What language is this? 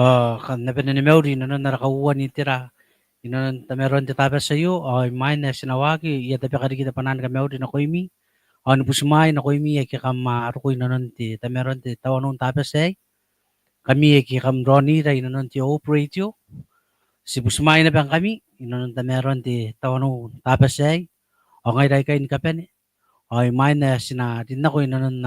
Gilbertese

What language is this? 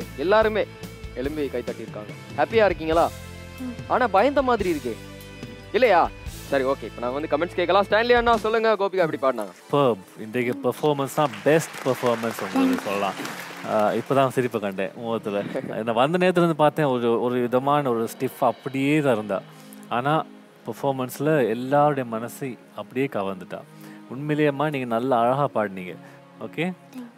Tamil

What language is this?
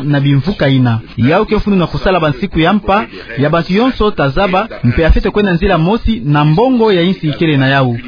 Kituba (Democratic Republic of Congo)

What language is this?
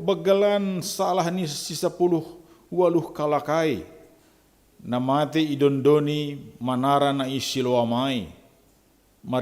Batak Simalungun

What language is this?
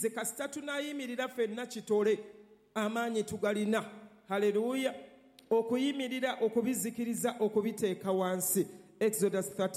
Ganda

